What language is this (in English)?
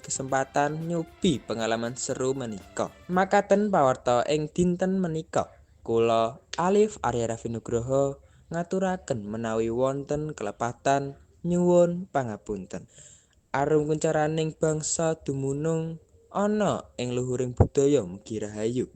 Javanese